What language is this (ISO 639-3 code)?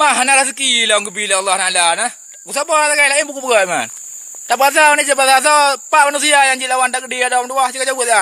ace